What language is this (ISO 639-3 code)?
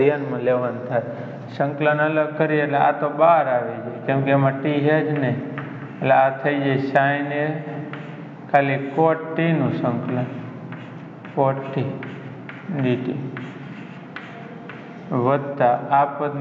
guj